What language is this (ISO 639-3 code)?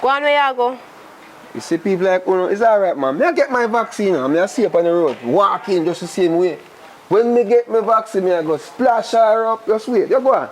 jam